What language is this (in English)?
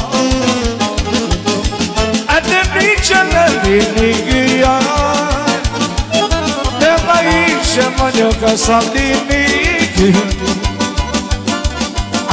Romanian